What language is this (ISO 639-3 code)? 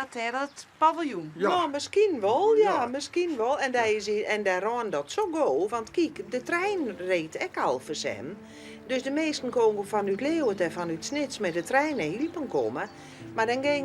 fry